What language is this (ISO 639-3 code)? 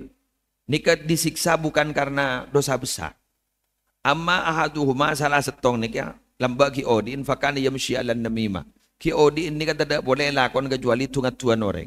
mad